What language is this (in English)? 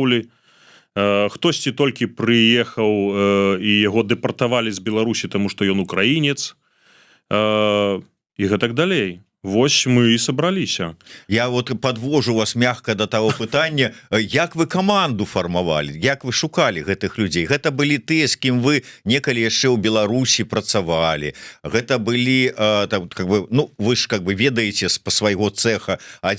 Belarusian